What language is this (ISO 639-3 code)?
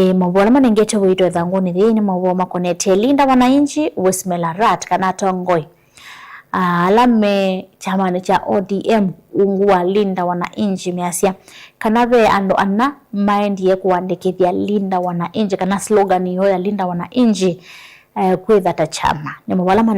kam